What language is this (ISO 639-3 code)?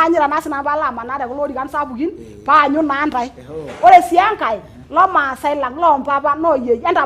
mas